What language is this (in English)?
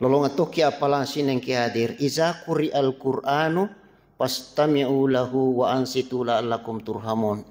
Buginese